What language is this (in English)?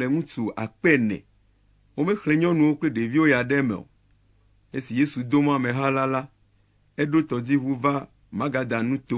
Ewe